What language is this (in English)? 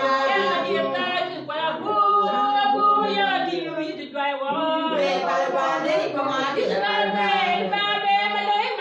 Acoli